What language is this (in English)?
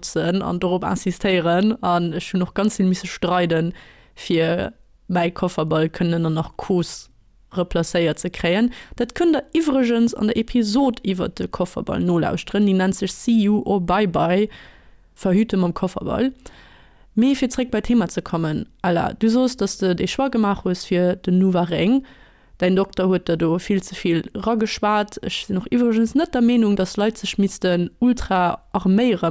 Luxembourgish